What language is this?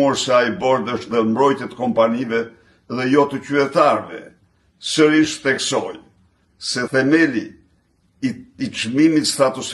Albanian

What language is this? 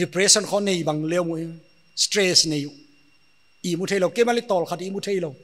Paite Chin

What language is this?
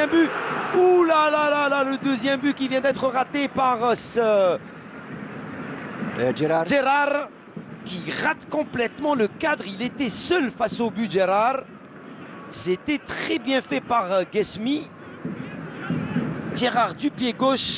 French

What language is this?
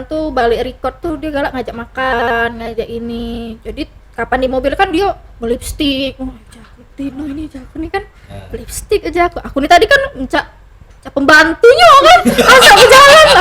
Musi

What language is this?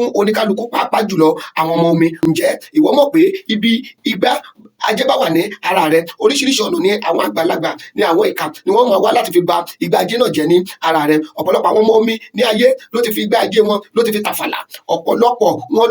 Yoruba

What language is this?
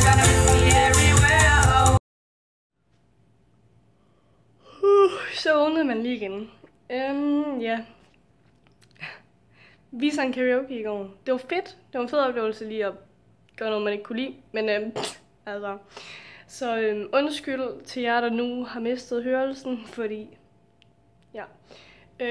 Danish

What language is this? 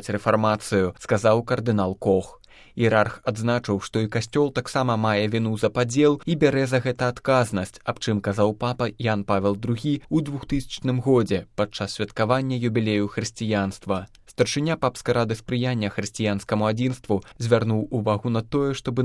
Belarusian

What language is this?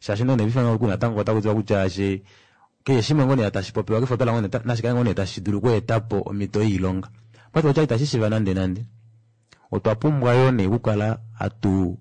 Kuanyama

